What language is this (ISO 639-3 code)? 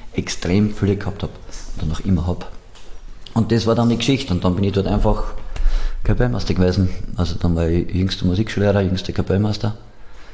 deu